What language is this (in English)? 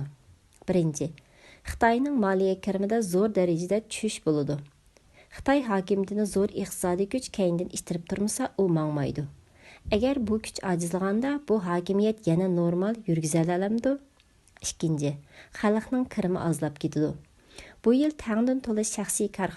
Uyghur